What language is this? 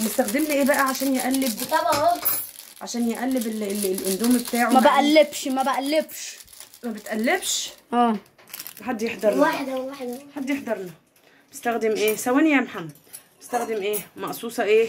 Egyptian Arabic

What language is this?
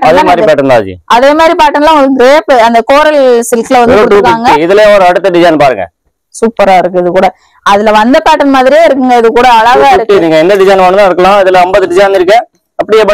Tamil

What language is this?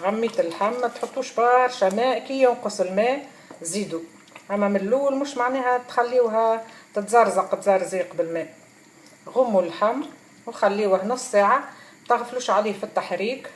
Tunisian Arabic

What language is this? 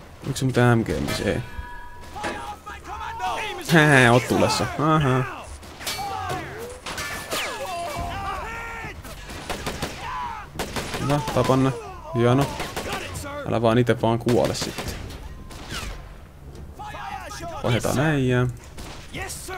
Finnish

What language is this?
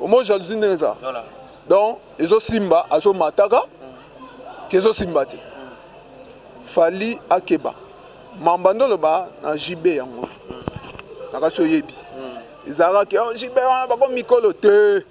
Lingala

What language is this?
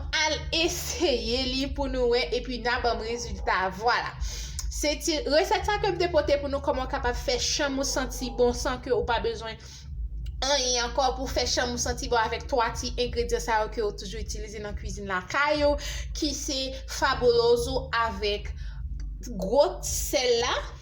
Haitian Creole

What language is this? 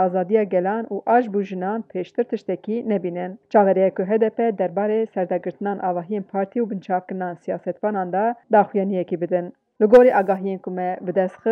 Kurdish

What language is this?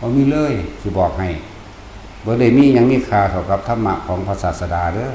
Northeastern Thai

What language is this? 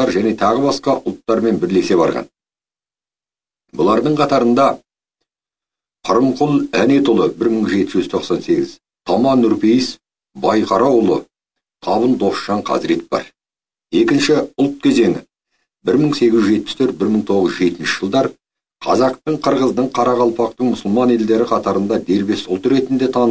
Kazakh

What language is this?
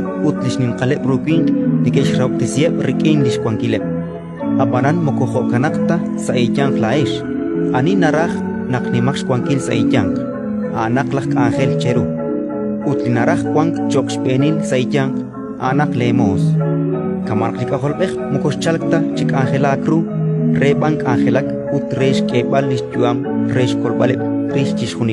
Kekchí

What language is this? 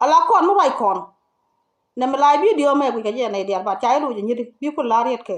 Nuer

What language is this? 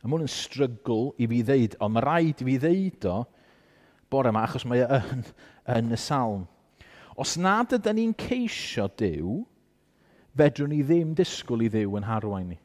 Welsh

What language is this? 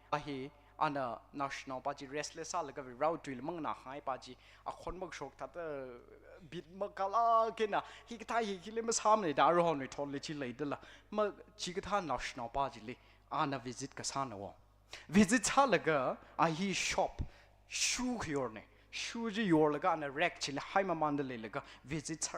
Tangkhul Naga (India)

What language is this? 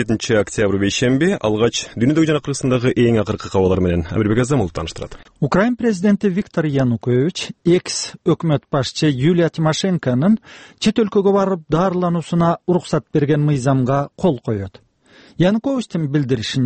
Kyrgyz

